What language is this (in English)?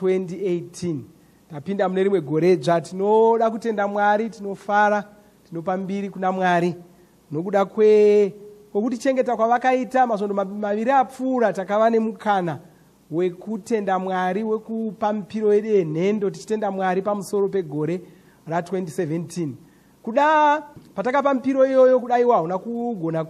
Shona